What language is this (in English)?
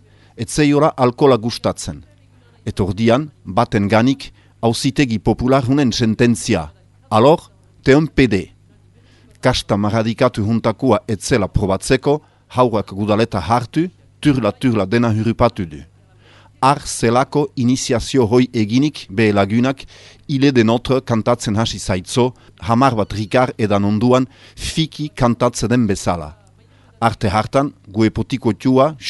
Basque